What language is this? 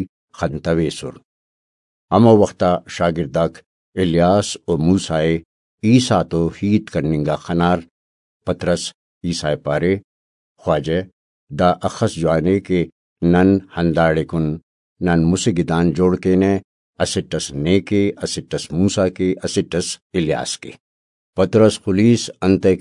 Brahui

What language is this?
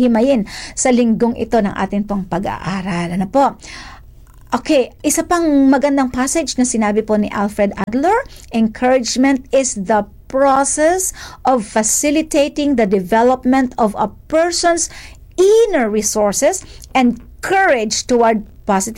Filipino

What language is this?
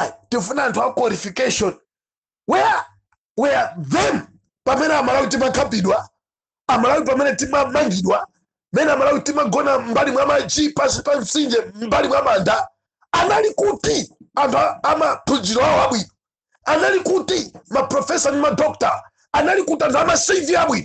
Nyanja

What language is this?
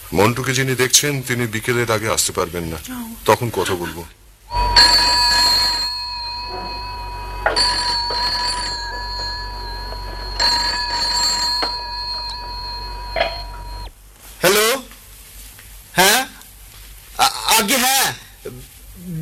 Bangla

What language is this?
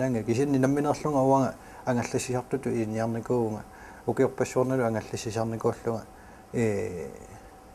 Kalaallisut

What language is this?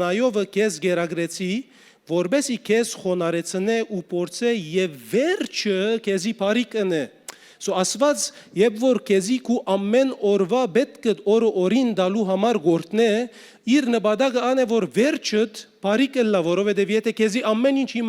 Western Armenian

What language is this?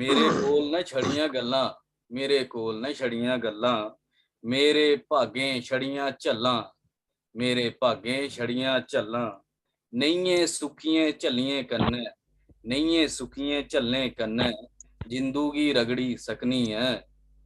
Dogri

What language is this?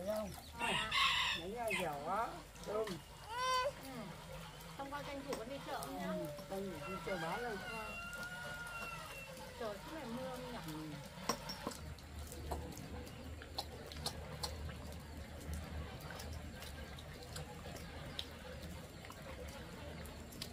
Vietnamese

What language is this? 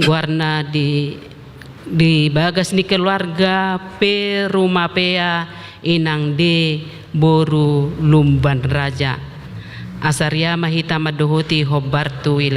Batak Toba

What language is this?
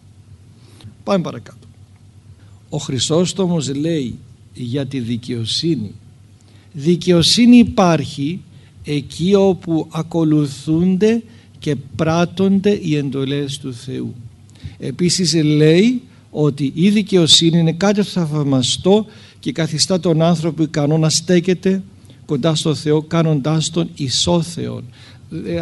Greek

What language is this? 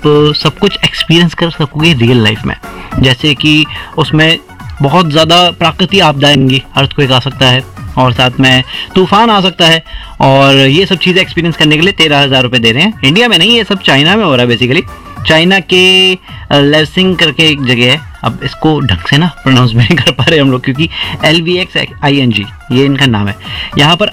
Hindi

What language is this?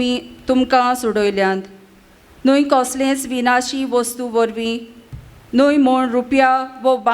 Konkani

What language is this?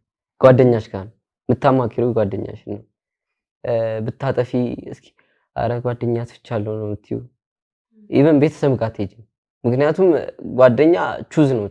Amharic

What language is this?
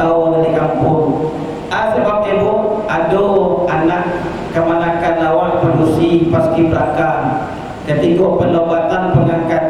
Minangkabau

